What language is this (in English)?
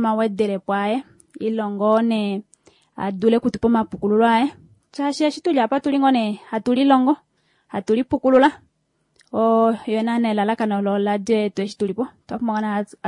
Kuanyama